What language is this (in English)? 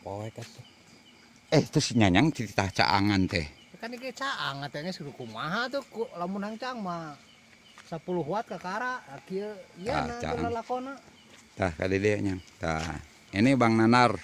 Sundanese